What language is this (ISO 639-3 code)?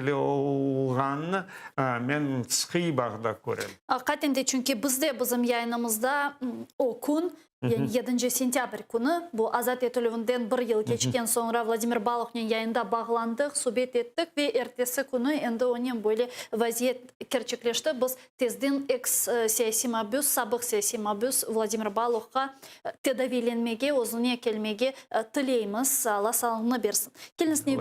crh